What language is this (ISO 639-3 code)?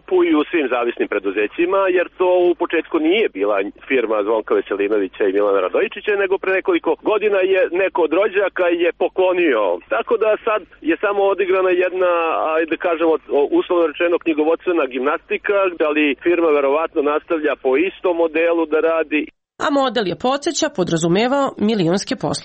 srp